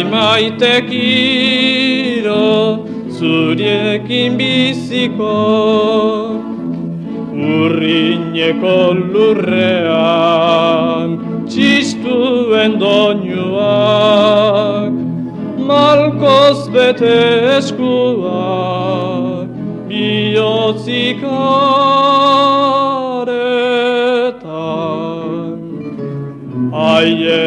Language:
Basque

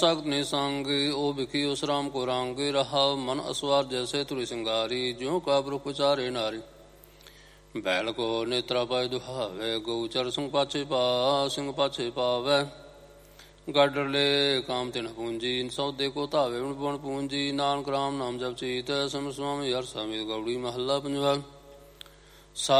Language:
Punjabi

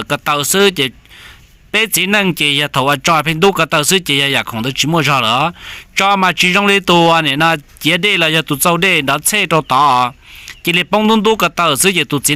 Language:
Hmong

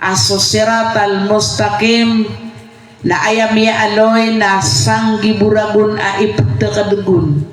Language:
Maranao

